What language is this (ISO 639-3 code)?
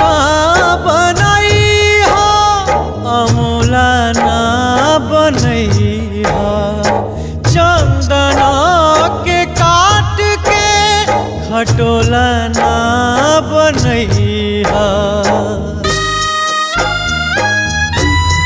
bho